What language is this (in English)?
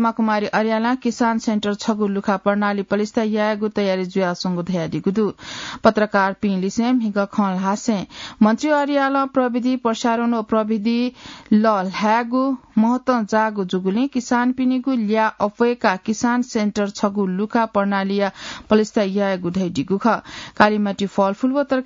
Newari